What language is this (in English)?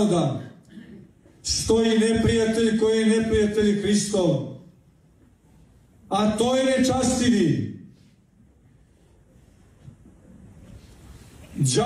Serbian